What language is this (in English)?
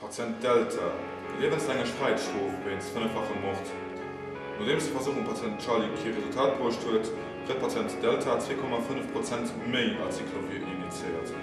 Luxembourgish